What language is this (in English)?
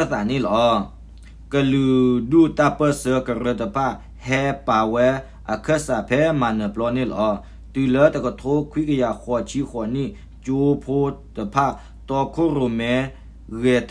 S'gaw Karen